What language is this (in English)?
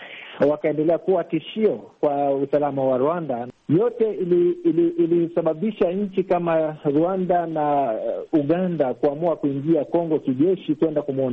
Swahili